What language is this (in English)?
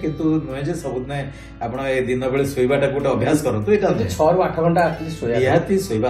Odia